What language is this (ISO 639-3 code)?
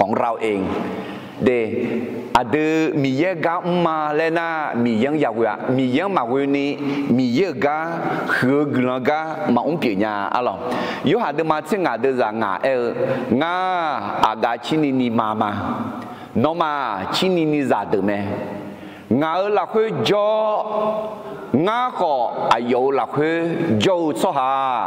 ahk